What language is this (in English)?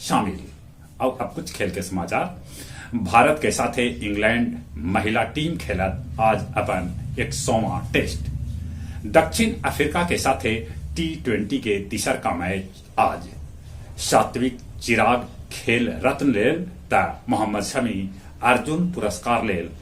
Magahi